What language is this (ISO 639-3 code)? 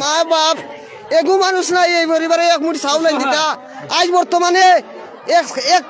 syl